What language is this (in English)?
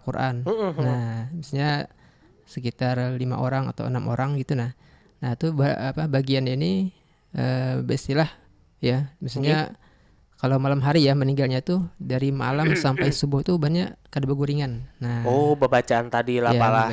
Banjar